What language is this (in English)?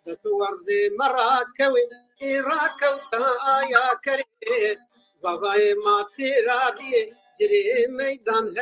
Zaza